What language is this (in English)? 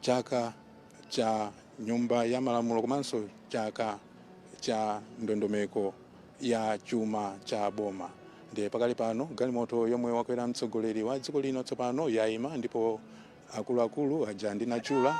Nyanja